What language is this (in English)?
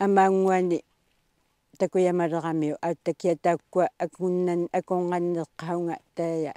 Kalaallisut